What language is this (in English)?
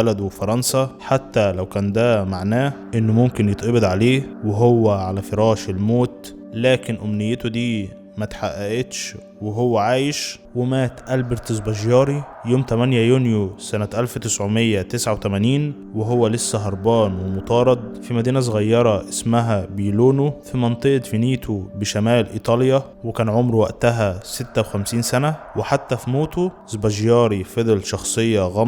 Egyptian Arabic